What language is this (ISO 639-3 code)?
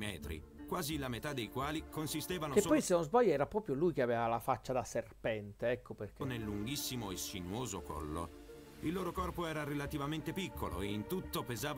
ita